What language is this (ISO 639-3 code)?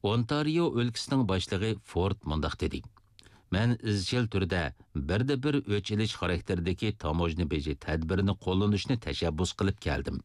uig